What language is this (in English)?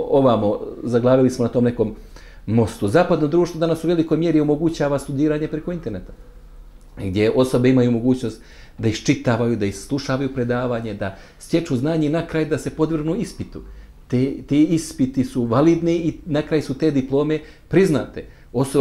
Bosnian